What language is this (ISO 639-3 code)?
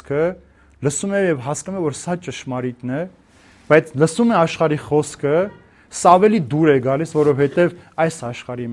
hye